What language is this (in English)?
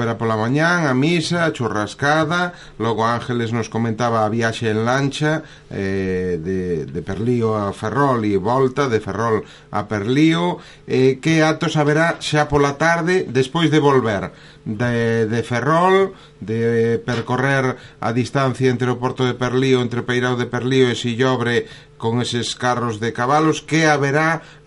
Galician